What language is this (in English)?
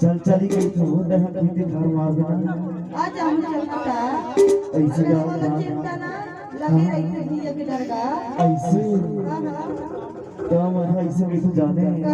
Chhattisgarhi